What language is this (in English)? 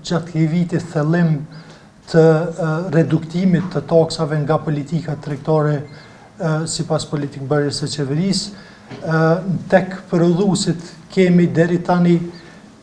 Albanian